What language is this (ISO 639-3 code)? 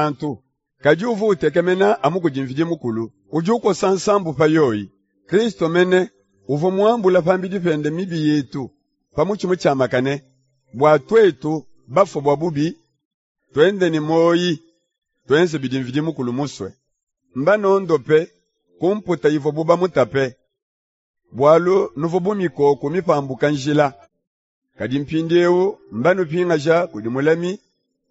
lua